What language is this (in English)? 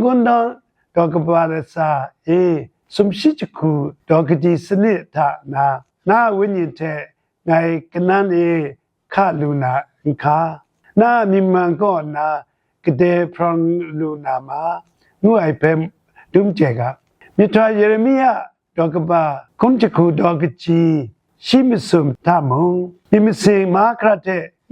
Kachin